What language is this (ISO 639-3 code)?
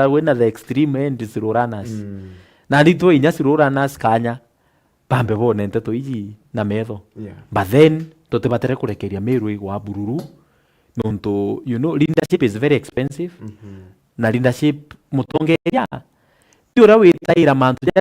mer